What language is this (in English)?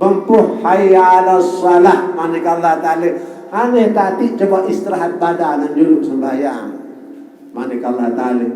Sasak